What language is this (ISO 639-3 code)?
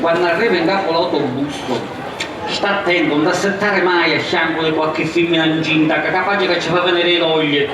scn